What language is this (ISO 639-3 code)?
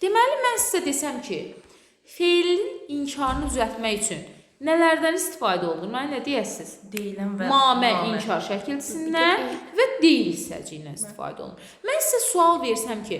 aze